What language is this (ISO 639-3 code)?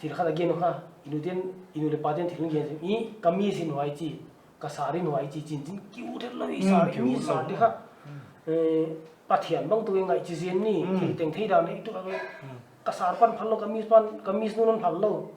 pck